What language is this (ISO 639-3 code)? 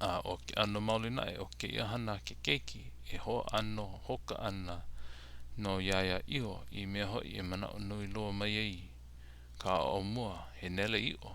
haw